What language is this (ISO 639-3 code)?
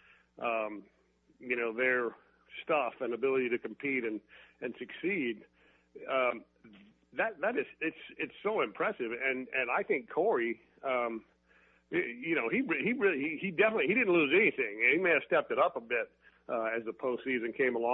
eng